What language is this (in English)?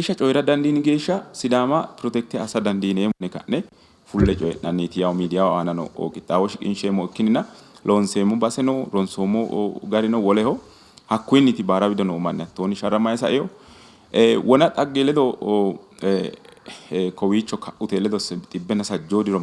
Sidamo